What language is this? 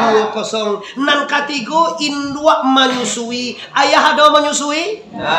Minangkabau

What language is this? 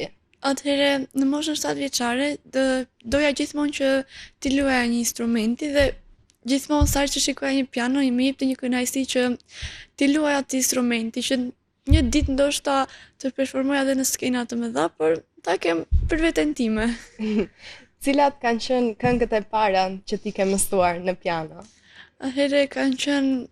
Albanian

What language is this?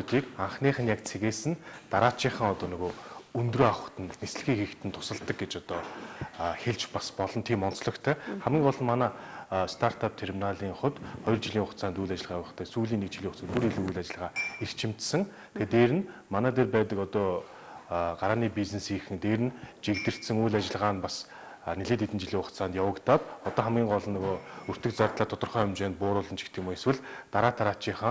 Mongolian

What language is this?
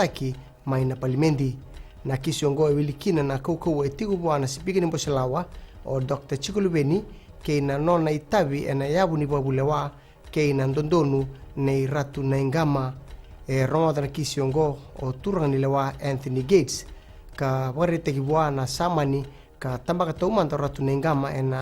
Fijian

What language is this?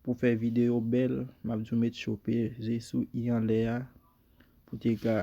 Haitian Creole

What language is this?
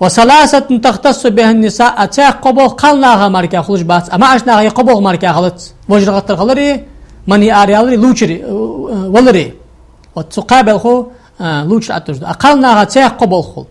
Ingush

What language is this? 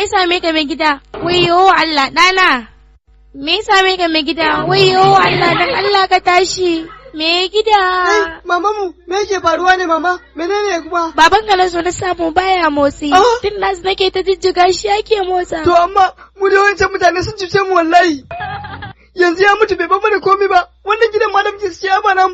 Hausa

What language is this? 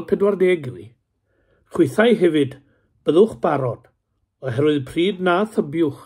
Welsh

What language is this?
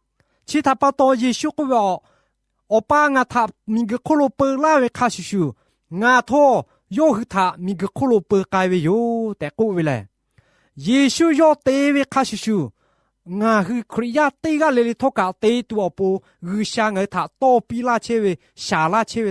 Lahu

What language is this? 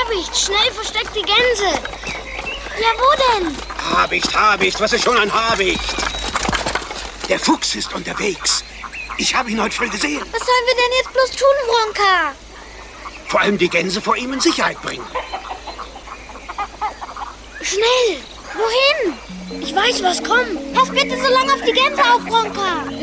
German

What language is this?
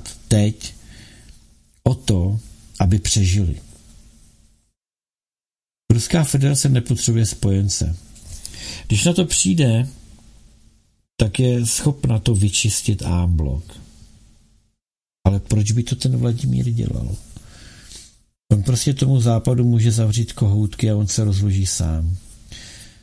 Czech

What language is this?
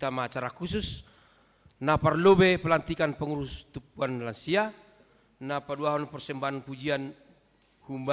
Batak Simalungun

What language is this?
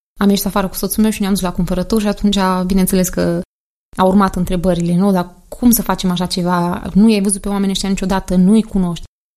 Romanian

